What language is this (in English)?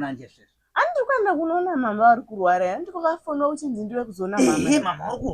Shona